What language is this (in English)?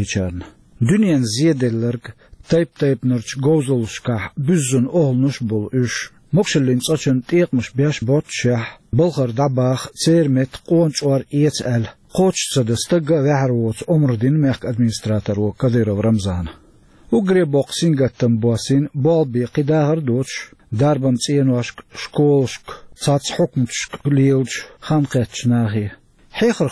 Chechen